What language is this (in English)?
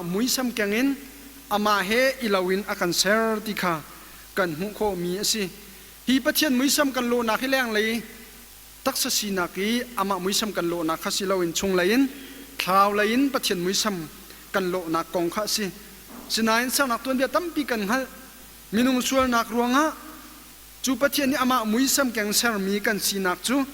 Hakha Chin